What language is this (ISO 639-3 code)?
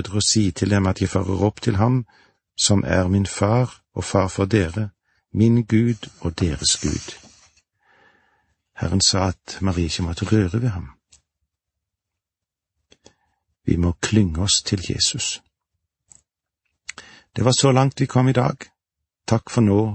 nor